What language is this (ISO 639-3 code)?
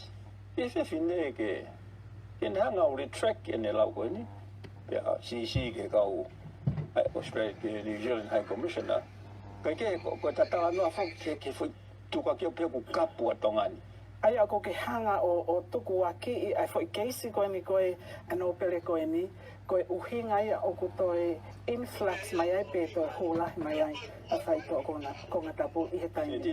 ton